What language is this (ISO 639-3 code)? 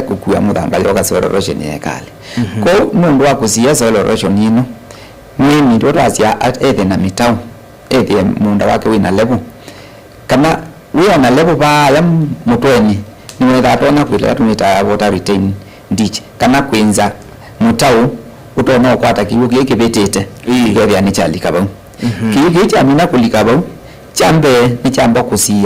kam